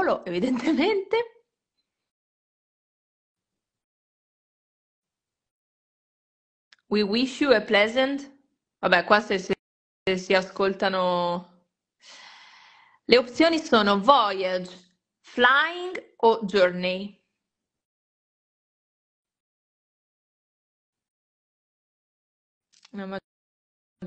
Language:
Italian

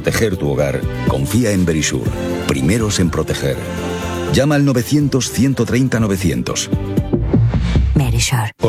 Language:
Spanish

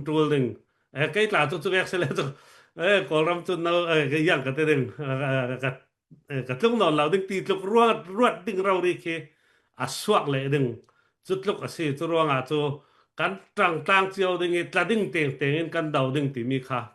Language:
Falam Chin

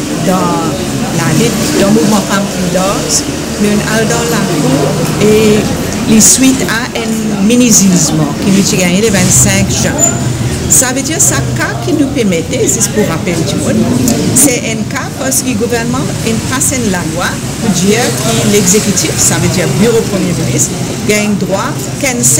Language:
Morisyen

